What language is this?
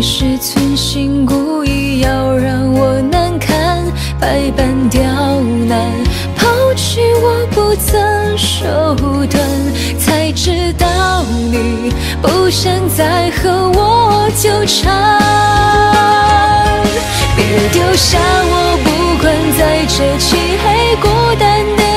Chinese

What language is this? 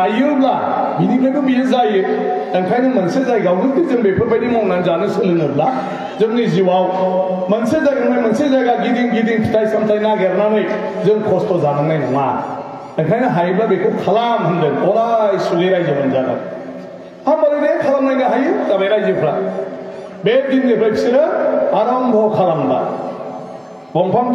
Bodo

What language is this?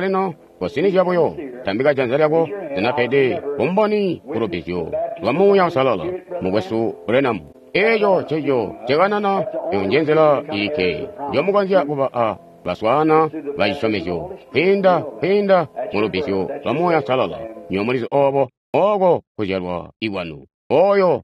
Tonga (Zambia)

